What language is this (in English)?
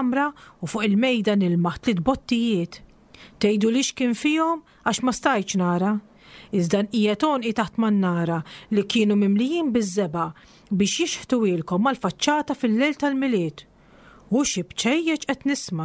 Maltese